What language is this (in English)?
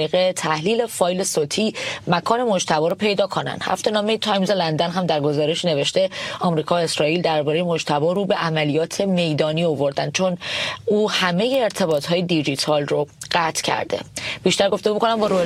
Persian